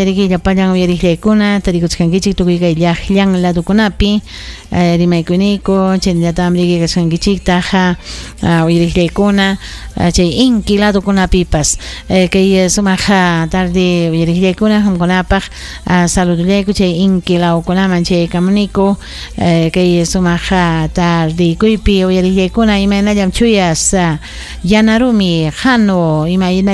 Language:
Ayacucho Quechua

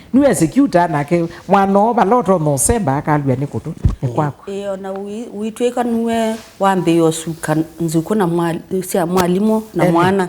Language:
Kamba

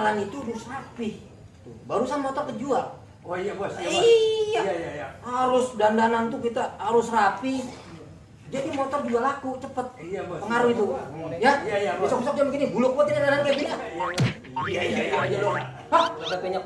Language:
Betawi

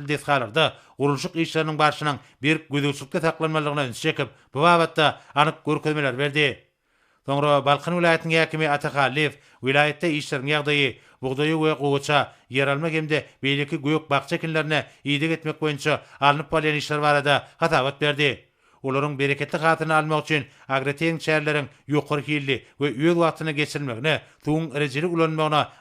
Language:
Turkmen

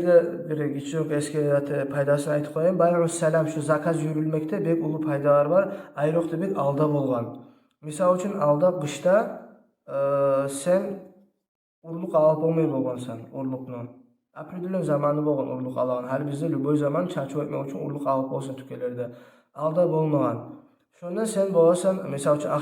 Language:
Kumyk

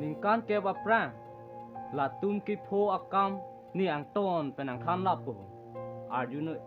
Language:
Karbi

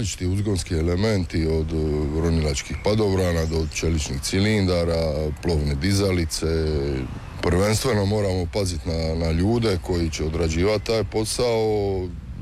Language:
Croatian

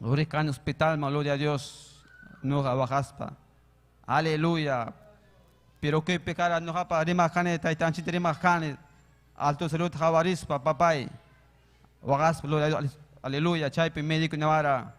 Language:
Ayacucho Quechua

